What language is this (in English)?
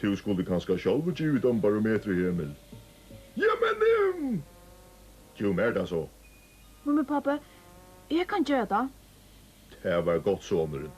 Faroese